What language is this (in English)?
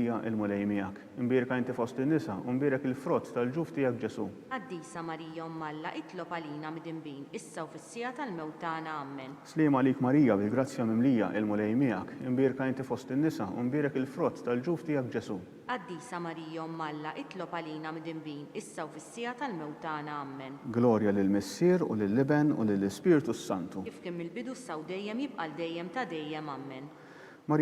Maltese